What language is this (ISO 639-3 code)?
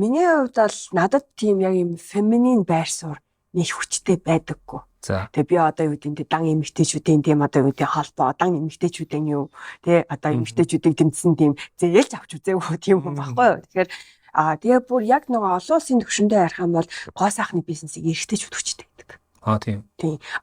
mon